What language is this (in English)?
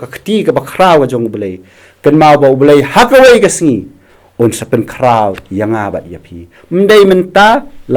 Khasi